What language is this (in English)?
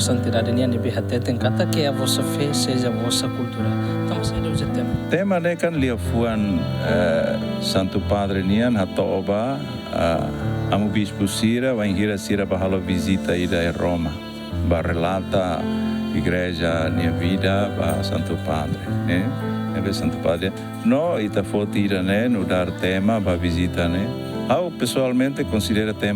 Tetum